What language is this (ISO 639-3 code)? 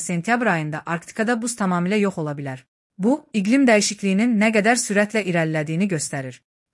aze